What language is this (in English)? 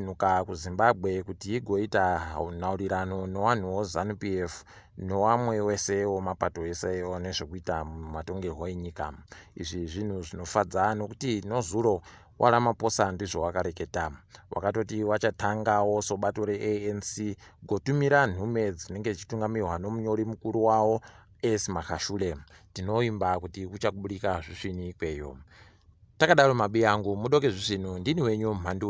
Ndau